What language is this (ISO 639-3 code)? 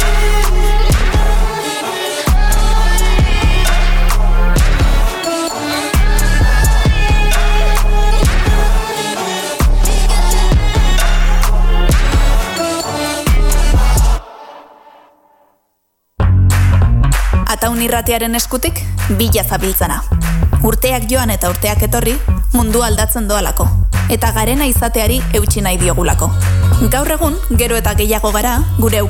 eus